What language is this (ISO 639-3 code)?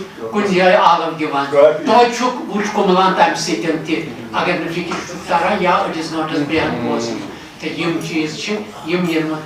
kas